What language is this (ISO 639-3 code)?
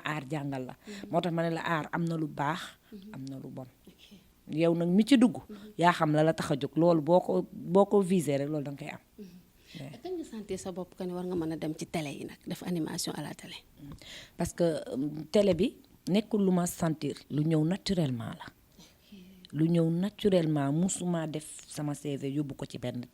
wol